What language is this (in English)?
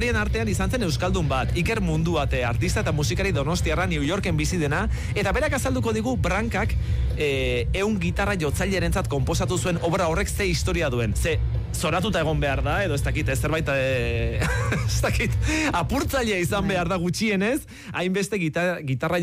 Basque